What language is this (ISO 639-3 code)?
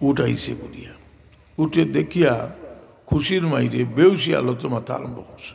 syl